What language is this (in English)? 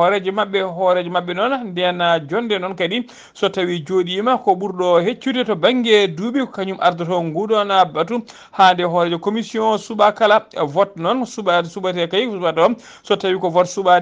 Fula